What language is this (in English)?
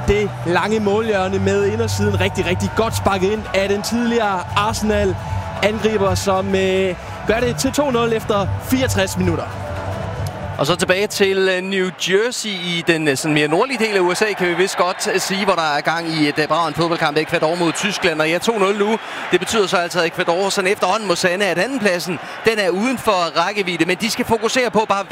Danish